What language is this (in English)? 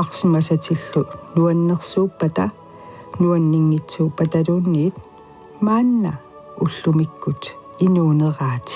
Kalaallisut